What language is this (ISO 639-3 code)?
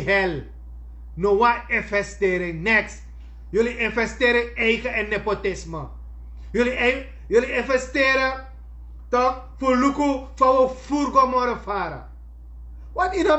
srn